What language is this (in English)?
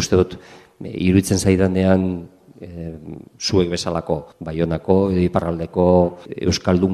Basque